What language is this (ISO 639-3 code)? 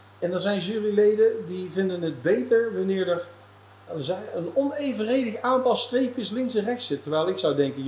nld